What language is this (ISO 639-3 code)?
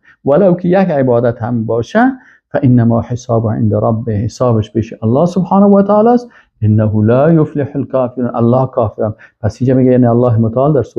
fas